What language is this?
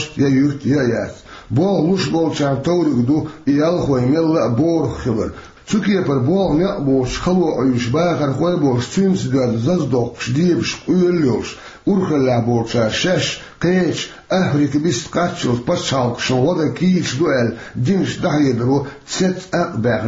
Chechen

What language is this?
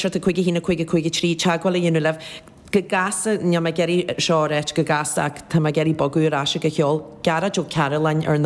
Irish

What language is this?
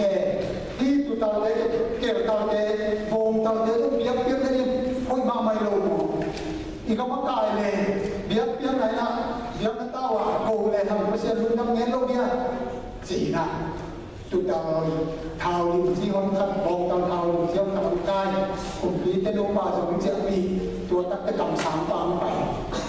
Tedim Chin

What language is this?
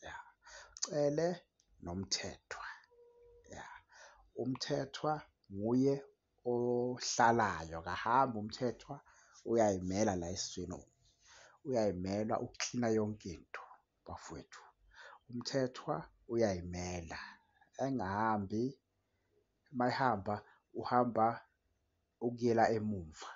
Zulu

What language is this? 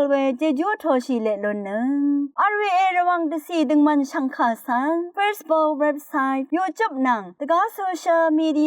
Rawang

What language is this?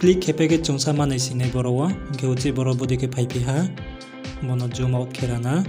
Riang (India)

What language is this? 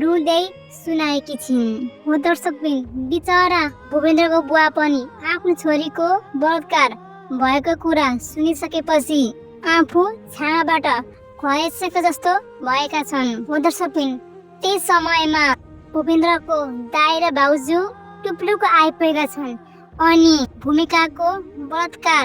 Nepali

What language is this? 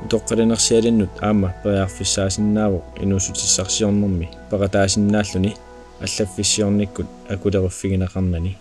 Kalaallisut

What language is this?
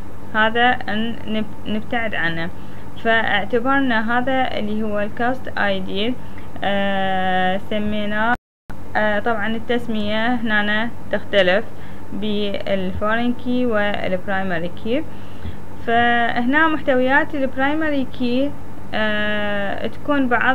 Mesopotamian Arabic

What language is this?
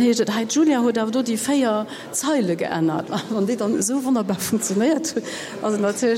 Luxembourgish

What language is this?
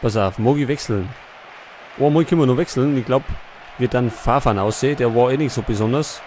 Bavarian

